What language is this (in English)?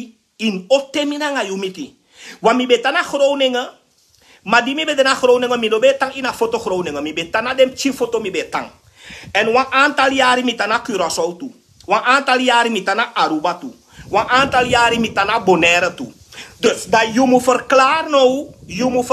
Sranan Tongo